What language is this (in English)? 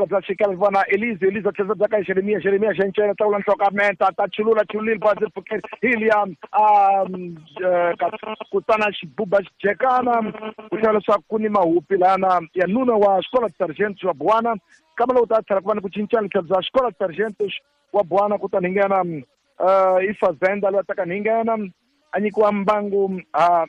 Tsonga